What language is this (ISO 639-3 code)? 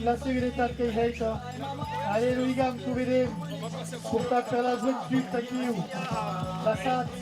oci